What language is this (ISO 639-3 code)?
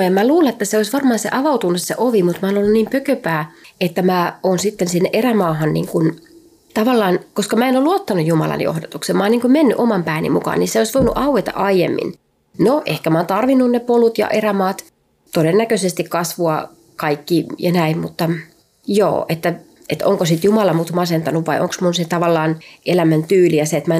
fin